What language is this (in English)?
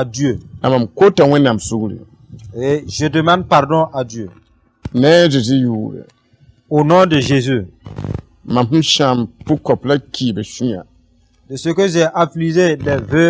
Mossi